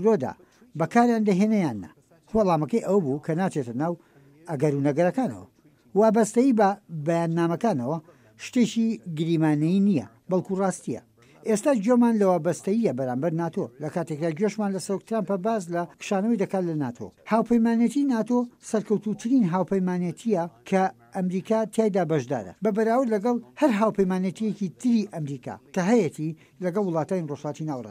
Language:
Central Kurdish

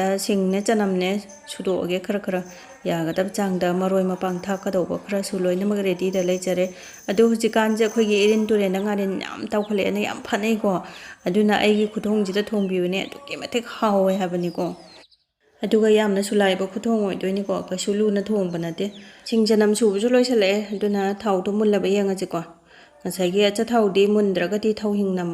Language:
Manipuri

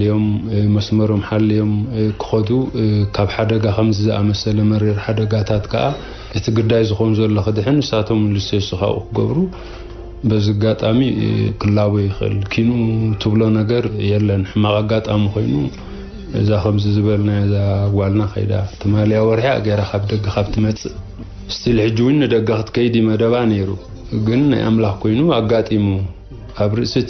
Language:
Tigrinya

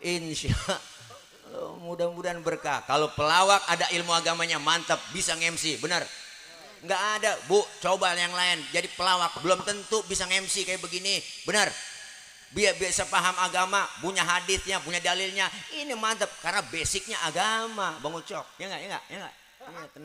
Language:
Betawi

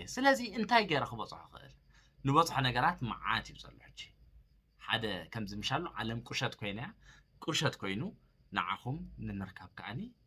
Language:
Tigrinya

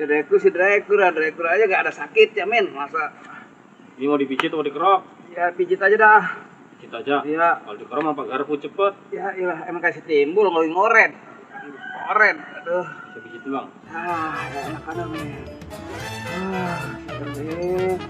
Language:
Betawi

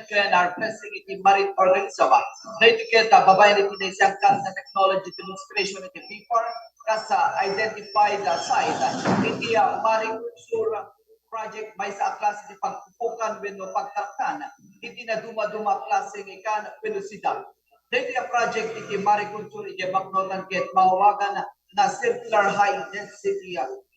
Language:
Iloko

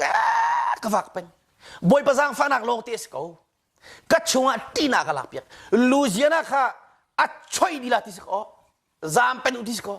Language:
Hakha Chin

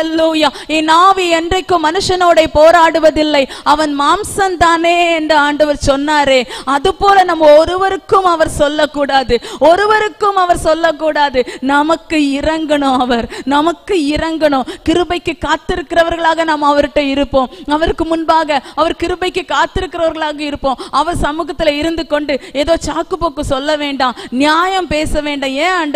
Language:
Tamil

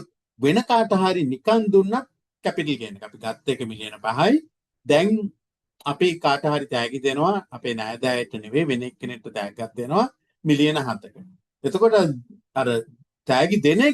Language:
Sinhala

